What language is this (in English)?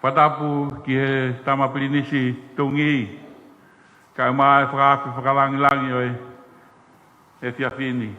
Tongan